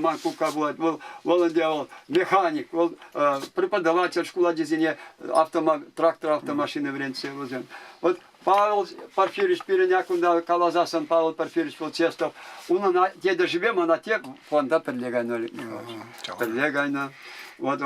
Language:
Chuvash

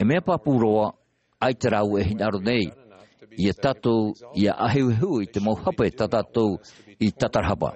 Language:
Tahitian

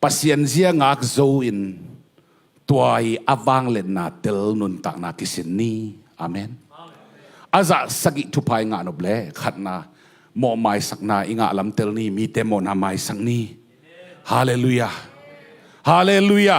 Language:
Tedim Chin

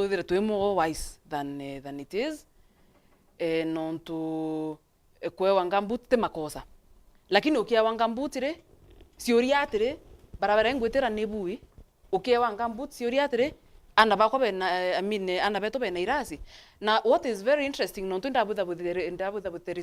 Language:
Meru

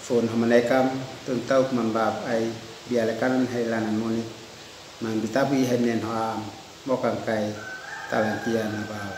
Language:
Uab Meto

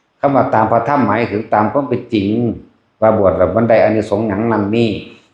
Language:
Northeastern Thai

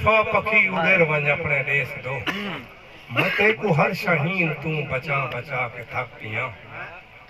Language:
Saraiki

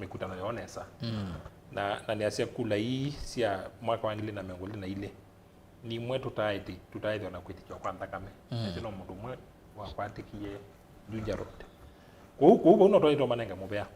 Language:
Kamba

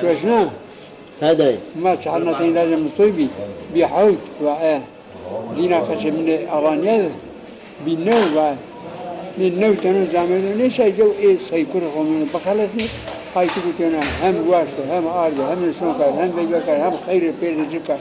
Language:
Zaza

